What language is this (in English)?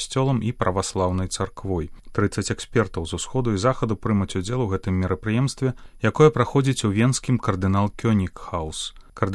Belarusian